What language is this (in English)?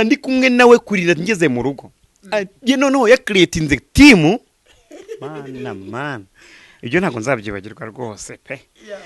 Kinyarwanda